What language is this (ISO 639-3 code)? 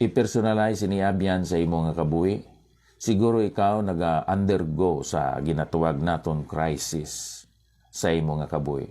hil